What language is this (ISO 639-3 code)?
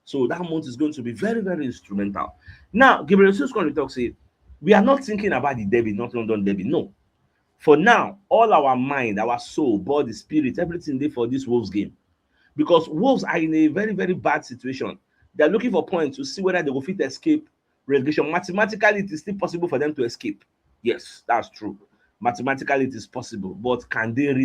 pcm